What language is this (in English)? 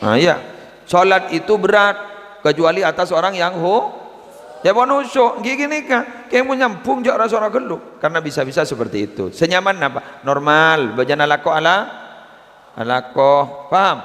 Madurese